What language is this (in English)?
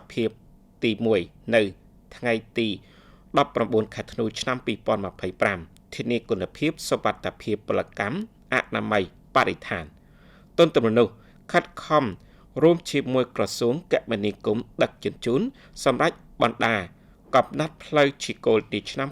Khmer